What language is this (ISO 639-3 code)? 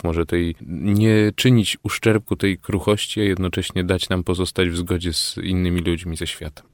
pol